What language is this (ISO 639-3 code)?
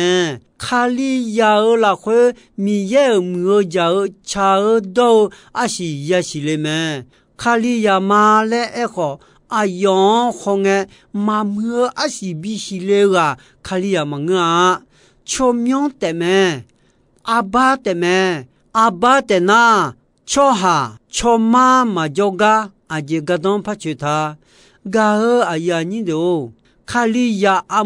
ahk